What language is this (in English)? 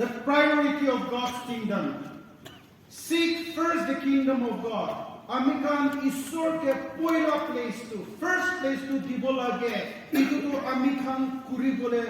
Naga Pidgin